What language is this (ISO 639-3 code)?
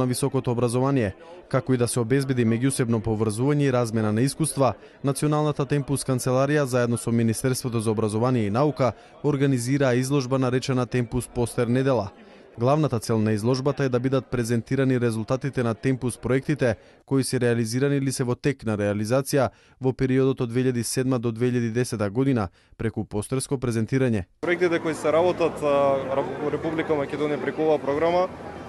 mkd